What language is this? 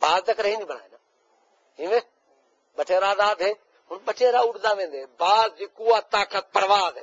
Saraiki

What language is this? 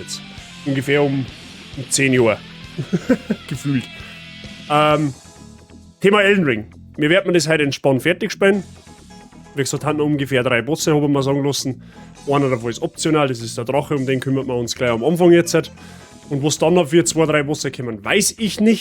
Bavarian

